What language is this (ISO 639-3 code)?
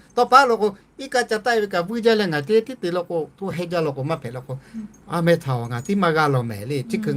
lhu